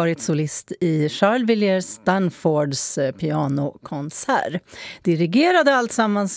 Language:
Swedish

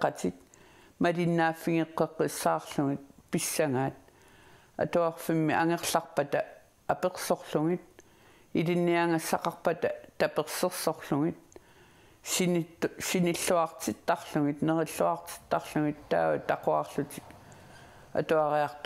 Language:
Kalaallisut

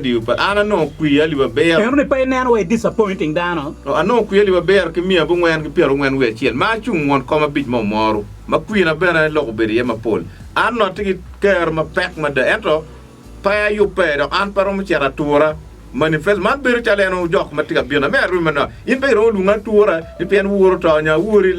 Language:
Acoli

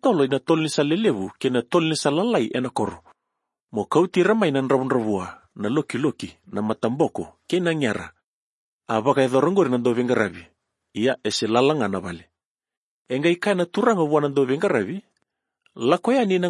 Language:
Fijian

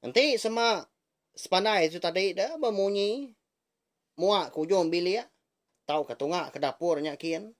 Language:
Iban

